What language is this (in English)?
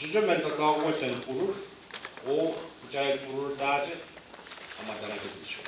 Pohnpeian